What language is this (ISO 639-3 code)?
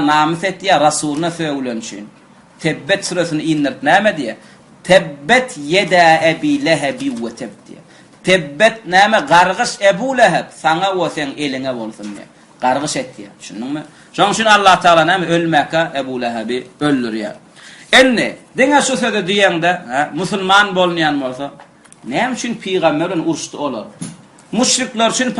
tuk